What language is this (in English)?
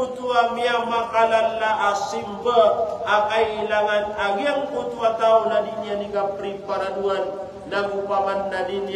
Maranao